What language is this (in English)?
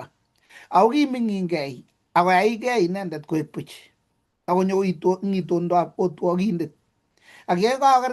Kalenjin